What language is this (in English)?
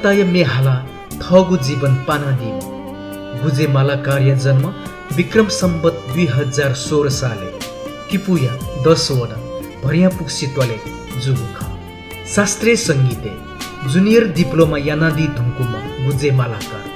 Newari